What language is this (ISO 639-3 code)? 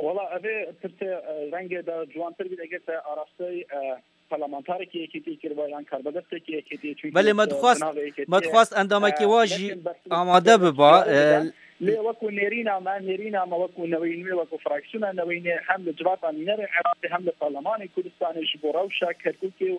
kur